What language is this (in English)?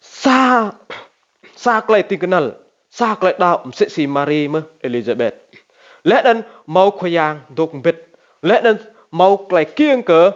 Rade